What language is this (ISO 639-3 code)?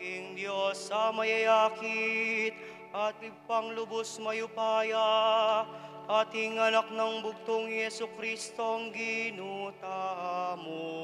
pam